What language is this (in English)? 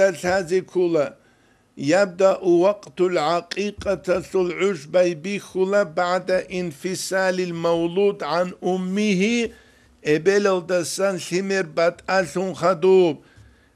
Avaric